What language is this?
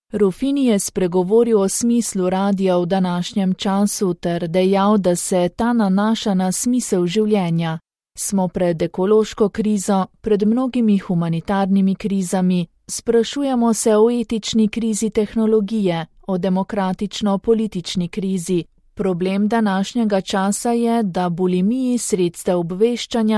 Slovenian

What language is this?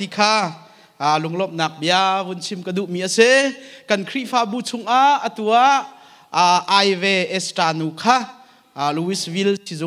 Hakha Chin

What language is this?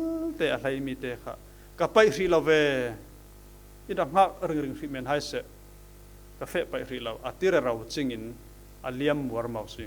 Falam Chin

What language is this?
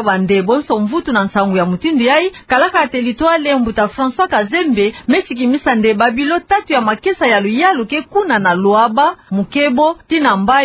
Kituba (Democratic Republic of Congo)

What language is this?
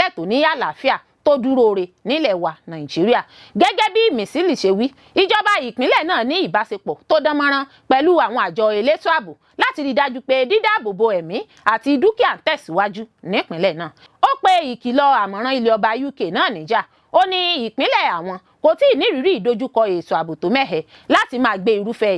Yoruba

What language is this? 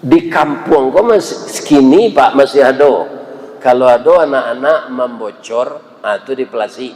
Minangkabau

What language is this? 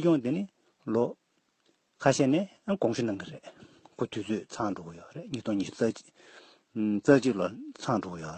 Tibetan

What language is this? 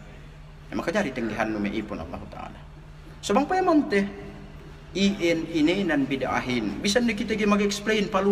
Yakan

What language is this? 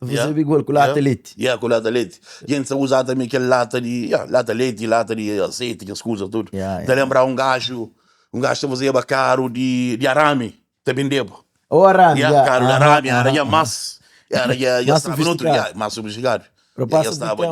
Kabuverdianu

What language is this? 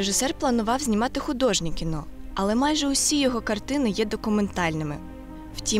Ukrainian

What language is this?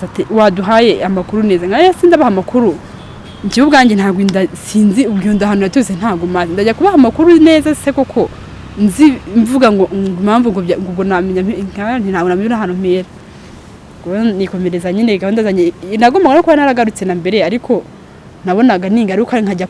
Kinyarwanda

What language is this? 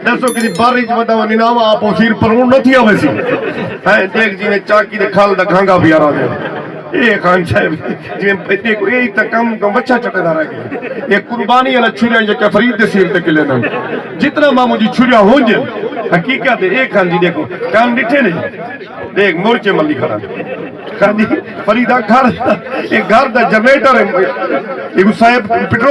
Saraiki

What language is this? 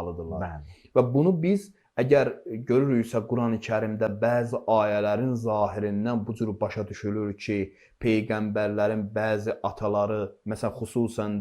Azerbaijani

